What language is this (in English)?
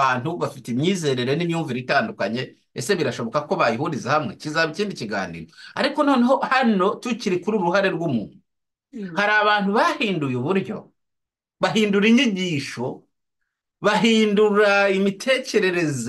Kinyarwanda